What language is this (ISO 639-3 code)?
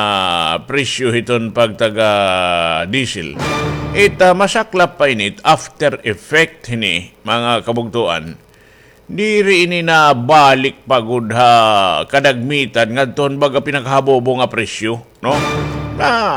war